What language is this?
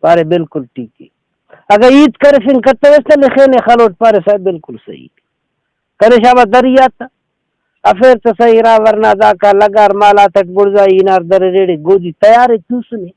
Brahui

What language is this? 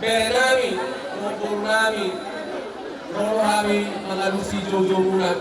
Batak Toba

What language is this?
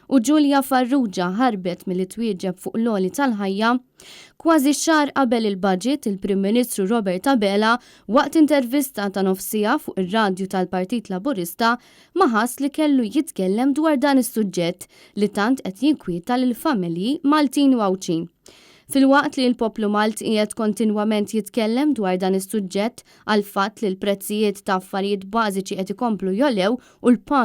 Maltese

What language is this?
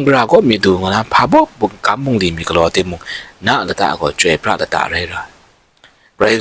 Kachin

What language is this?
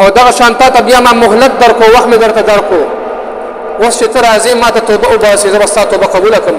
Pashto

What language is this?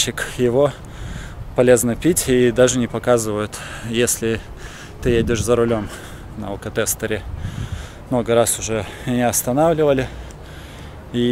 Russian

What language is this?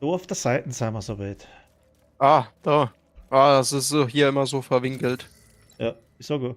Bavarian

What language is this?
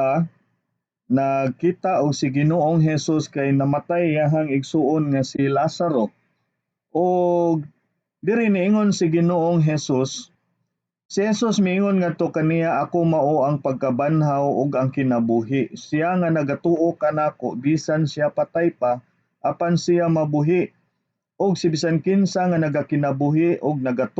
Cebuano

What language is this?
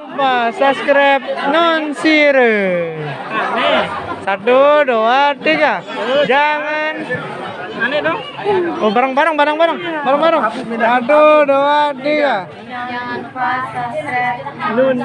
Sasak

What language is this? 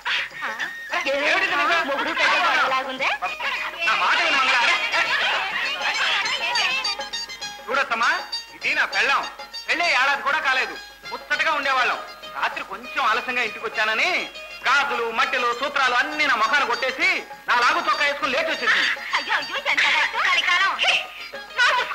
Telugu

